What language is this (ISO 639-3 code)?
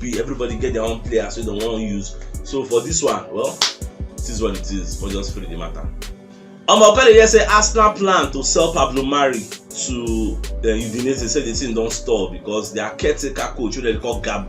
pcm